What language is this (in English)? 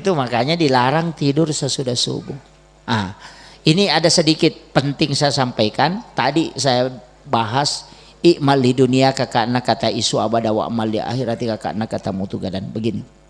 Buginese